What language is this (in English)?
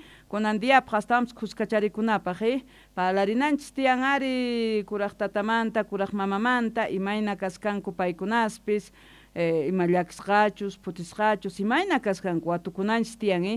South Bolivian Quechua